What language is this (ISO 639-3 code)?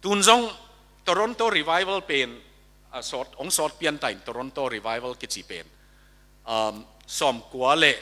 ctd